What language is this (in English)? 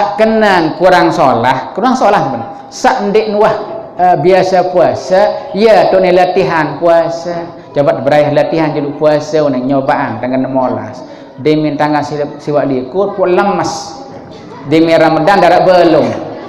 Sasak